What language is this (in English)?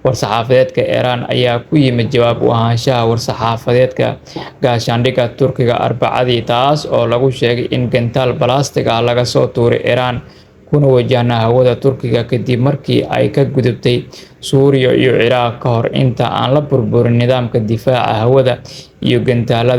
Somali